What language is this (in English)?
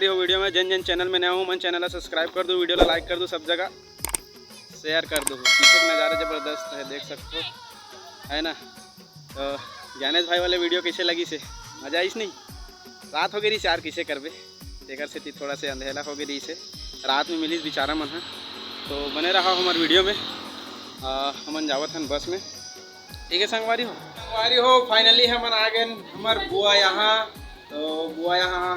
Chhattisgarhi